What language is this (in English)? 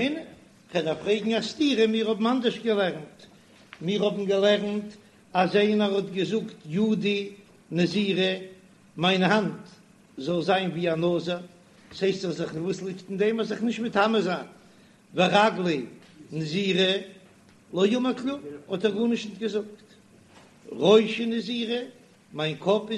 Yiddish